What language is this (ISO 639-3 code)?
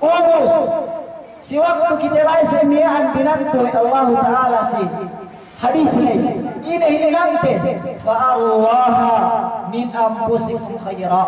yka